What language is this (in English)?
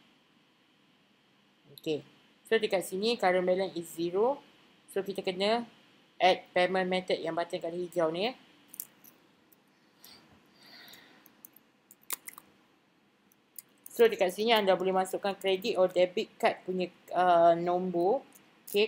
Malay